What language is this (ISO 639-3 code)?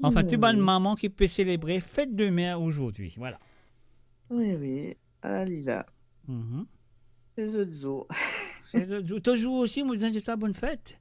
mfe